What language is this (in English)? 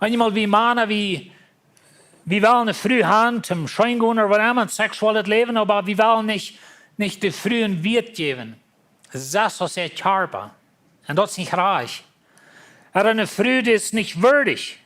Plautdietsch